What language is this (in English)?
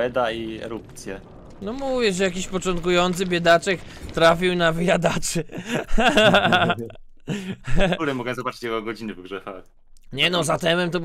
Polish